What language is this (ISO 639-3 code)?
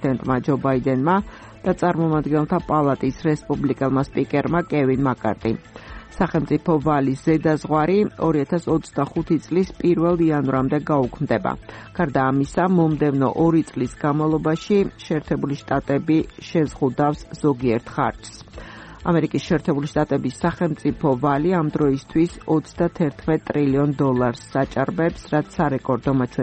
kat